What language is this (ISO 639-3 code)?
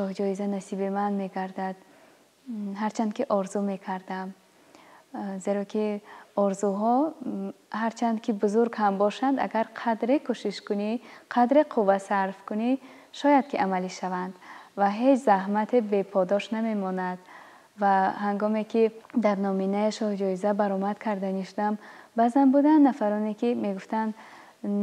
tgk